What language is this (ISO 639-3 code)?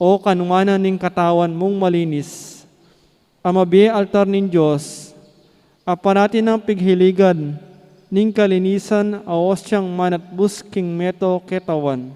pam